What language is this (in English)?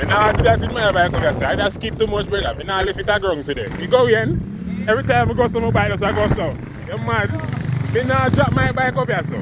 Jamaican Creole English